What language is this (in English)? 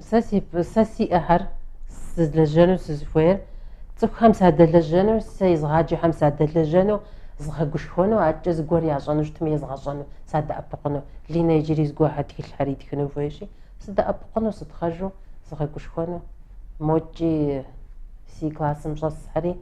Kabardian